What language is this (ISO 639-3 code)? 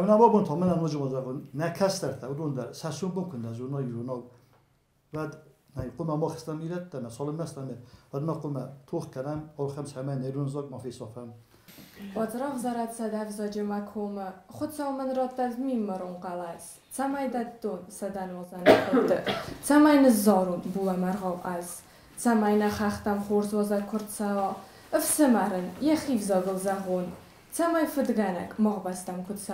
oss